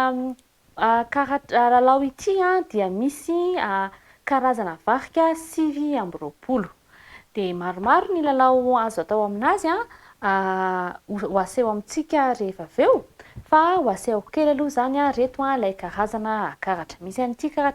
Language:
Malagasy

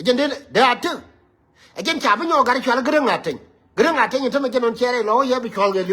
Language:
Nuer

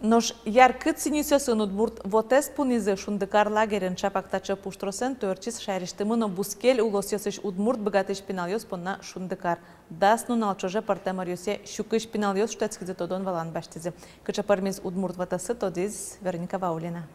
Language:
Udmurt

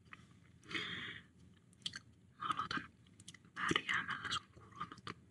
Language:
Finnish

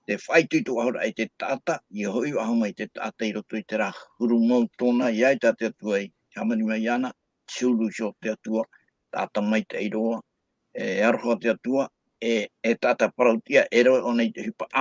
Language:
Tahitian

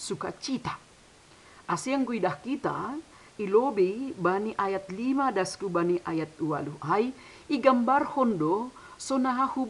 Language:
Batak Simalungun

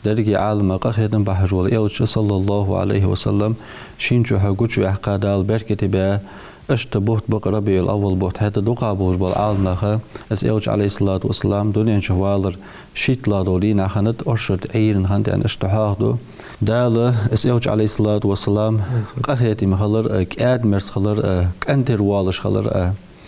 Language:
Ingush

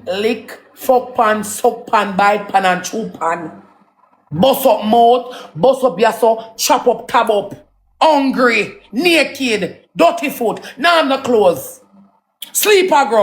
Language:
Jamaican Creole English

